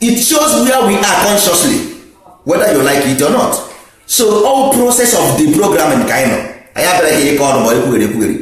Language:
Igbo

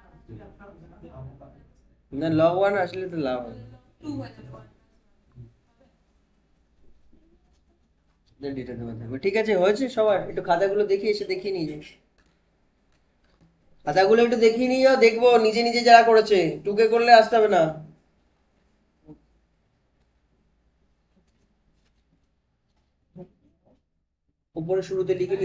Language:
Bangla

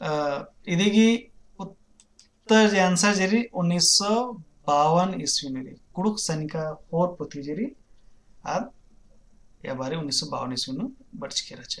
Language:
Kurukh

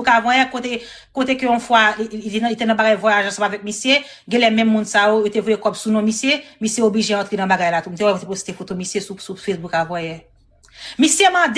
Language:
Haitian Creole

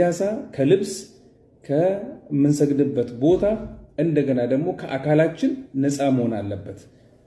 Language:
Amharic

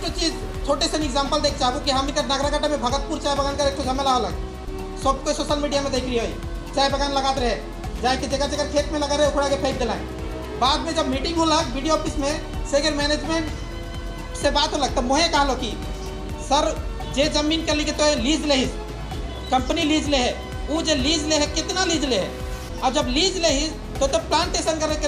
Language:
Sadri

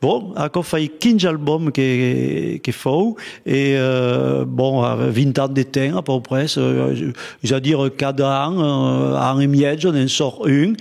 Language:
Occitan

